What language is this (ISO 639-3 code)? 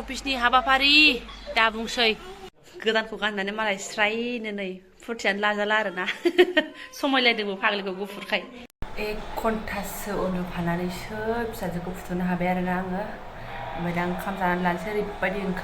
brx